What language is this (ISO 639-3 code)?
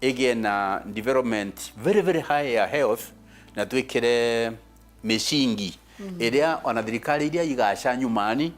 mer